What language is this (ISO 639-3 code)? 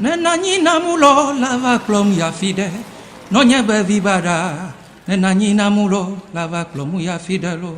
ewe